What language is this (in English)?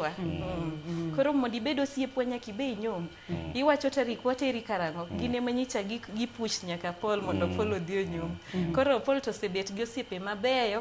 Luo (Kenya and Tanzania)